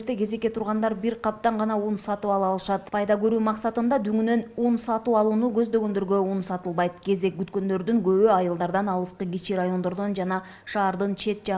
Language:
Kyrgyz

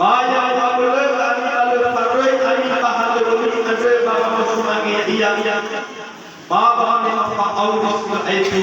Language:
Nias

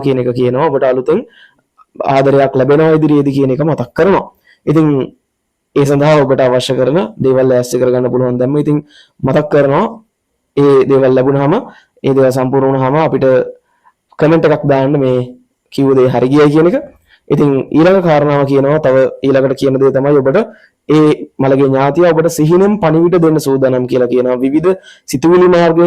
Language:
Sinhala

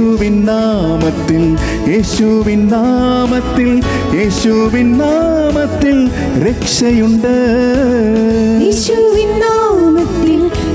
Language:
Malayalam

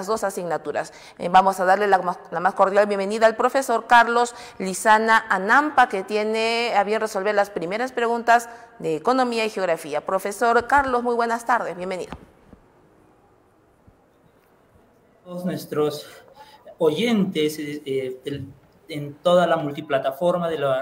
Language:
Spanish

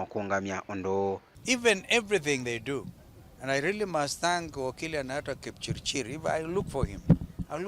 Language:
Kamba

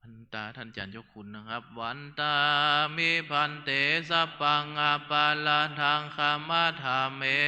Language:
Pali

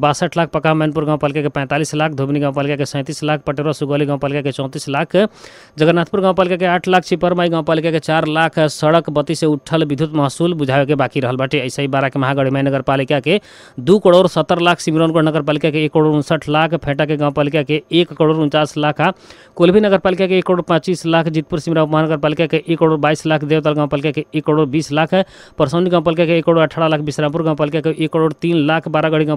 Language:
Bhojpuri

